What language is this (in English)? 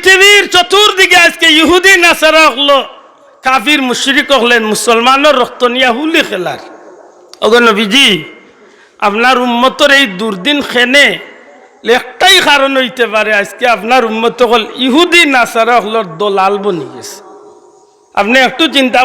Sylheti